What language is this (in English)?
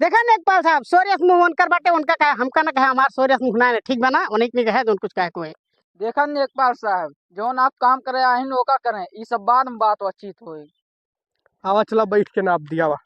Awadhi